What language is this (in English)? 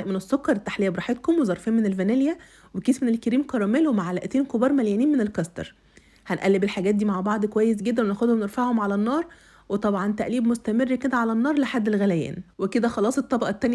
Egyptian Arabic